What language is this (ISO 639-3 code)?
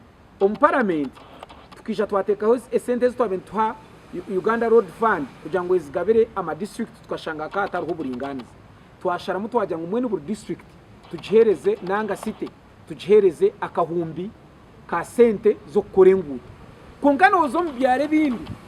nyn